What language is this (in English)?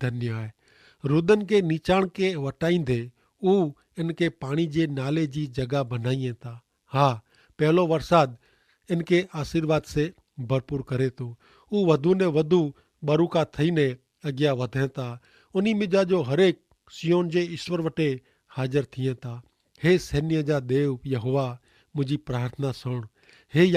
Kachhi